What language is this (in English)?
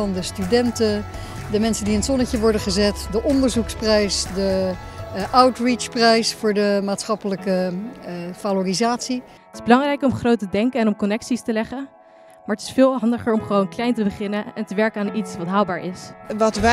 Dutch